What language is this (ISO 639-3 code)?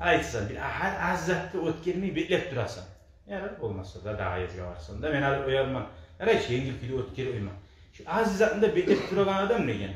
kum